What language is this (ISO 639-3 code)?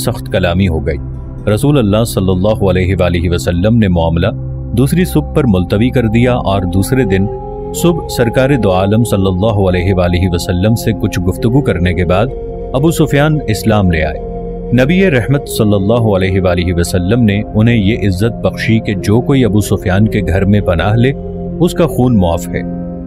urd